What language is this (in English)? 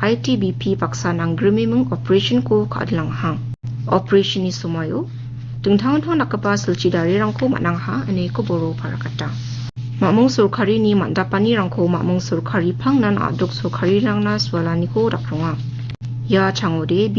Garo